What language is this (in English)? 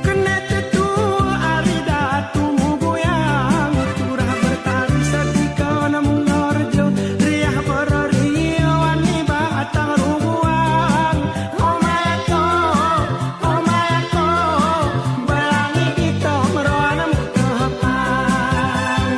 Gayo